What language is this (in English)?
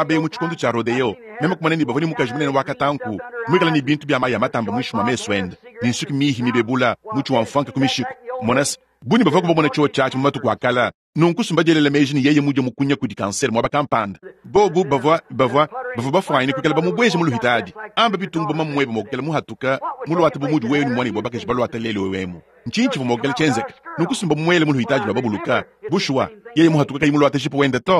Luba-Lulua